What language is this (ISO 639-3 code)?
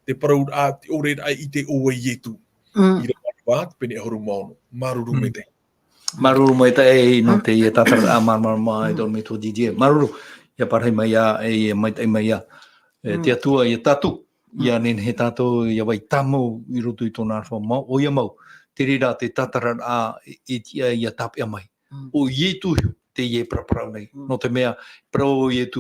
tah